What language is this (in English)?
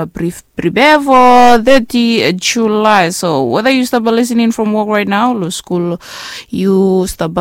Bislama